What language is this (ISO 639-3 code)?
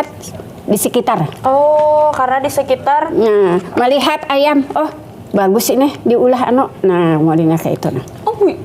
bjn